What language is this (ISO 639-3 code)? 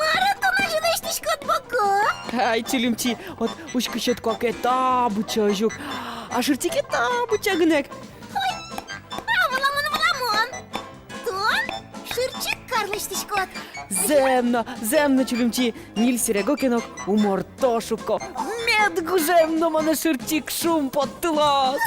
udm